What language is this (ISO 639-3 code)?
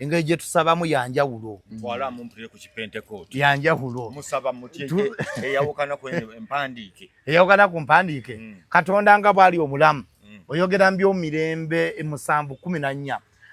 lug